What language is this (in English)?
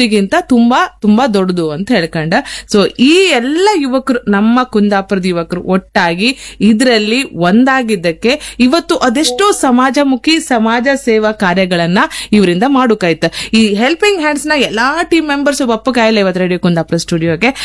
Kannada